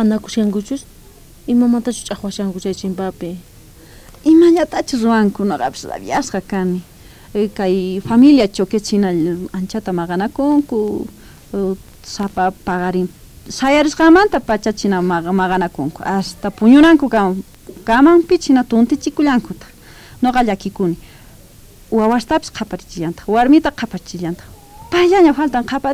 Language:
South Bolivian Quechua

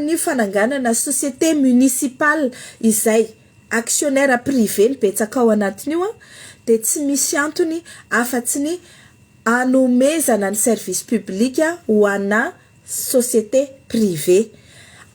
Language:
Malagasy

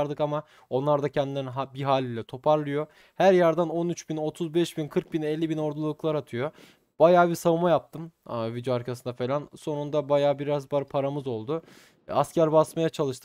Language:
Turkish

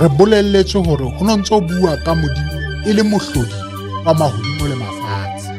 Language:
Southern Sotho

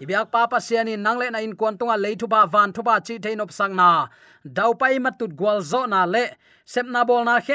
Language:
Tedim Chin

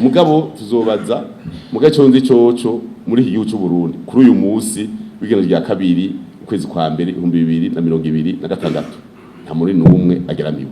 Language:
Rundi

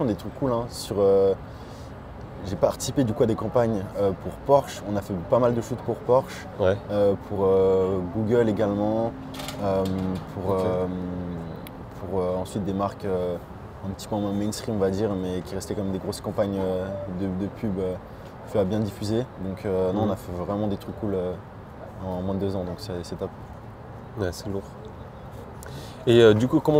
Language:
French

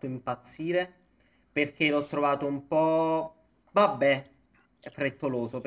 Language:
Italian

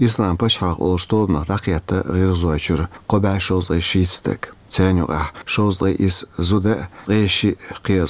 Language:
Chechen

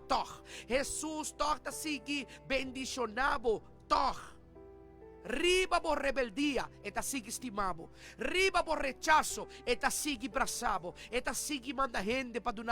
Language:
Papiamento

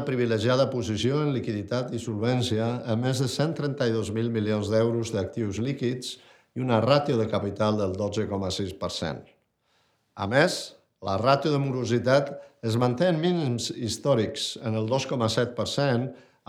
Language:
Catalan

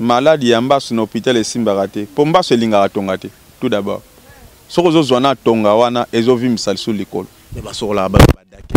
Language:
Lingala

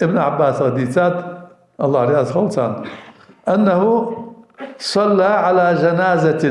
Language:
Ingush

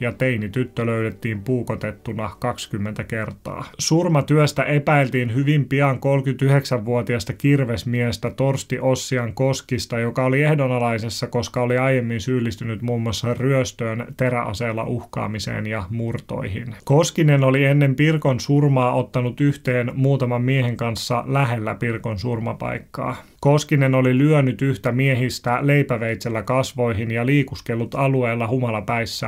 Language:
Finnish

